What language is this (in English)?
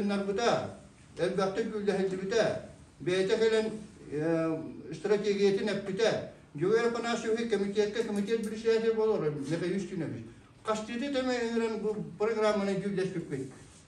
Yakut